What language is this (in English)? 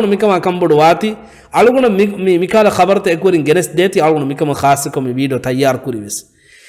Divehi